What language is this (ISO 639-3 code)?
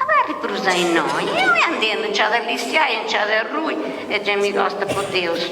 srd